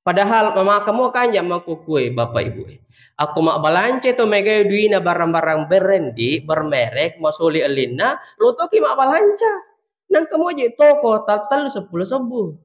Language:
Buginese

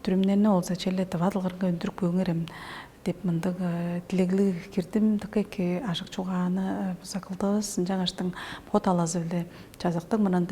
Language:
Tuvinian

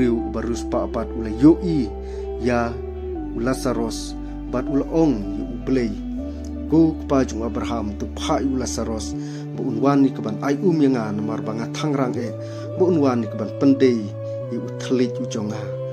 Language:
Khasi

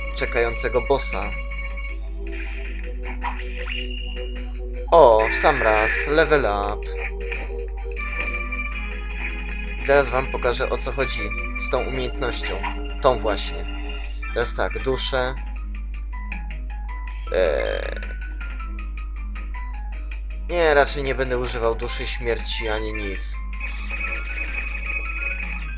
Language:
Polish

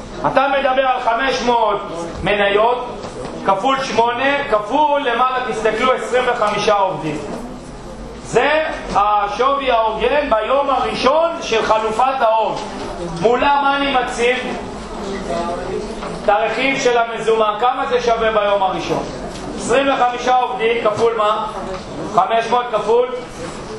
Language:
Hebrew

